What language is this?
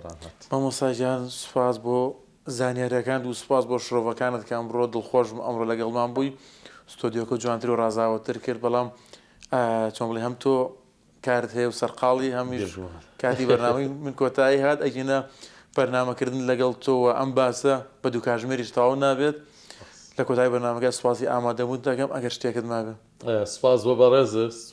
Central Kurdish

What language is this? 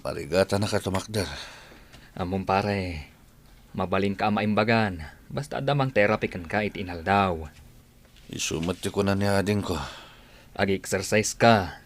Iloko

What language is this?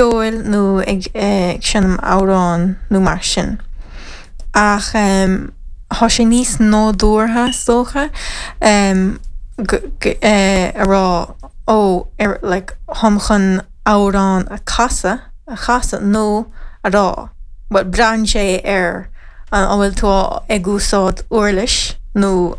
Irish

